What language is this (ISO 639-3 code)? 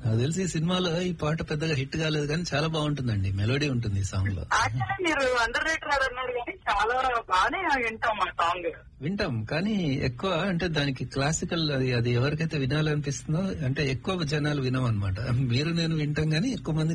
tel